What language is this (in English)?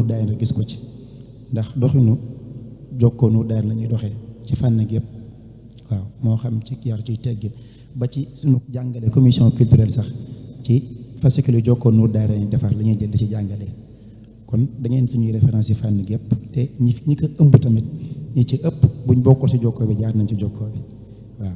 Wolof